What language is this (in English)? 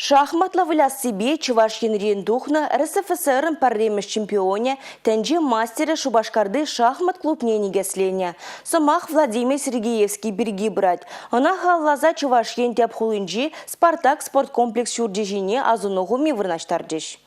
Chuvash